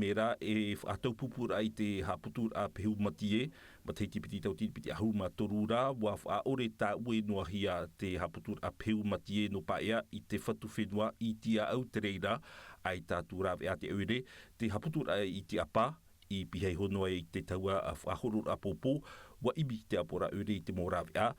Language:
Tahitian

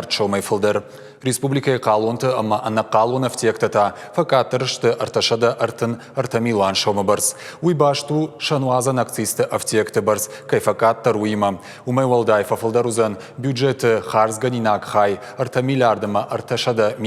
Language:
Ossetic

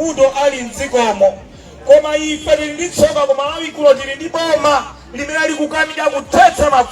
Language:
Nyanja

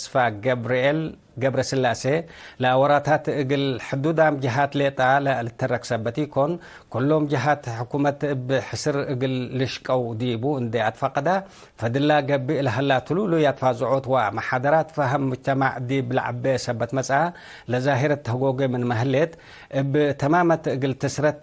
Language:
Tigre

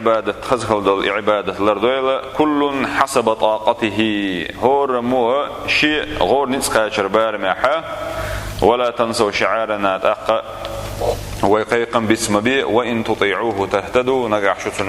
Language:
Chechen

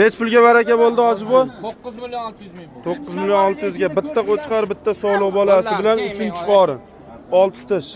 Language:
Uzbek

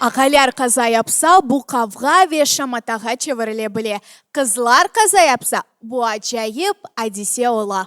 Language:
Crimean Tatar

